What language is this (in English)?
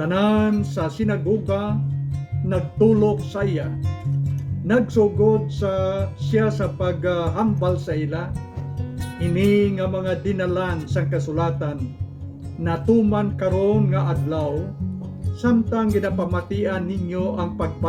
Hiligaynon